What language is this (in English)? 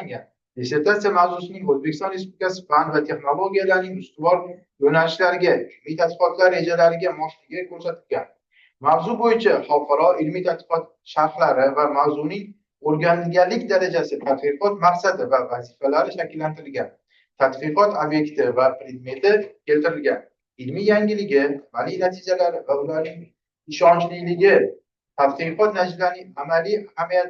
Uzbek